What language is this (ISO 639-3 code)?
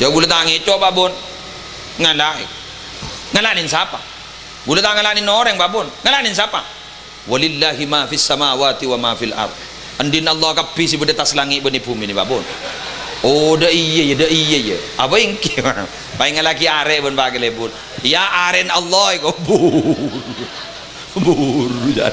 mad